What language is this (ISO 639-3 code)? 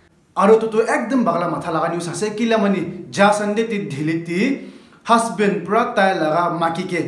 nag